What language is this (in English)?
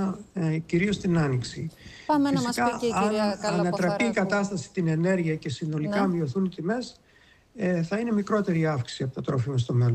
Greek